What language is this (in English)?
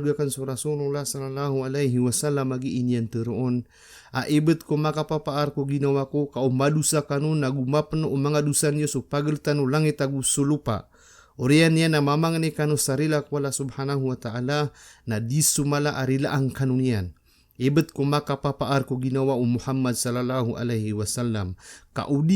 Maranao